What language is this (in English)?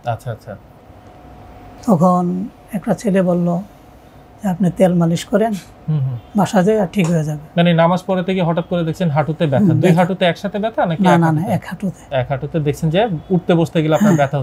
Bangla